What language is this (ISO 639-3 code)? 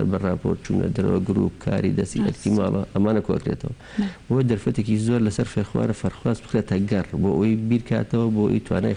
ckb